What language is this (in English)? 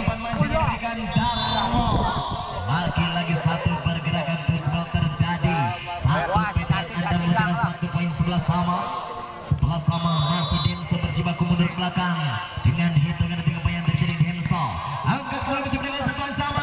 Indonesian